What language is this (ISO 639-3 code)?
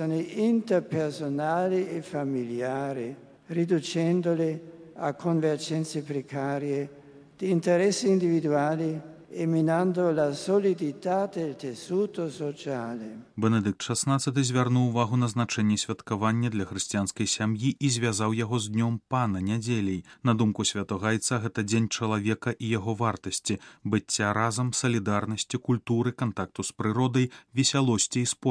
bel